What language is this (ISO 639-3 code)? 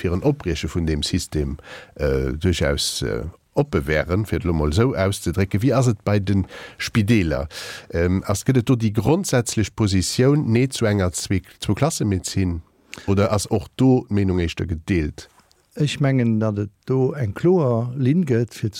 ltz